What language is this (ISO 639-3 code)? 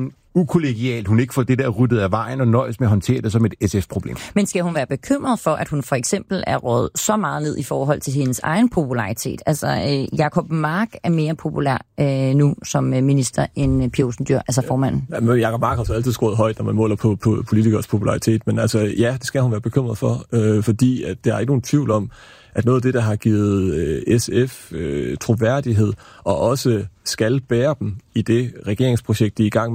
dan